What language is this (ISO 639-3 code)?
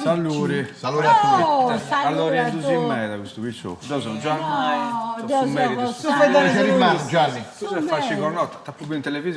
srd